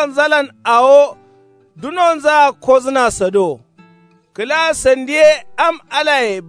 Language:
Kanuri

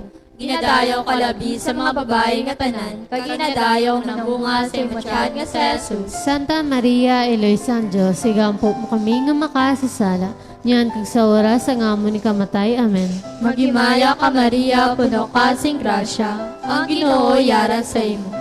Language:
Hiligaynon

